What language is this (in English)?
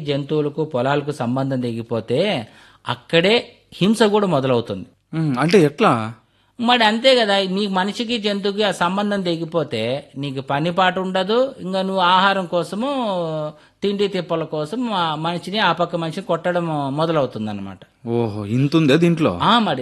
Telugu